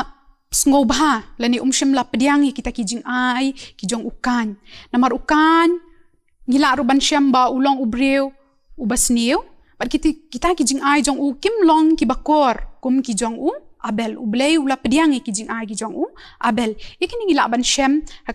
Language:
Khasi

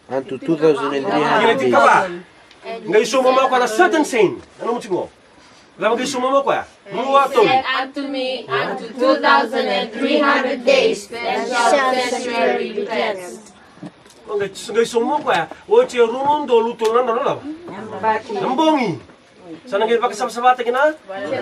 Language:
Fijian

